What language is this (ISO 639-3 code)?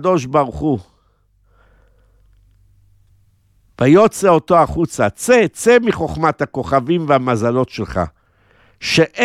heb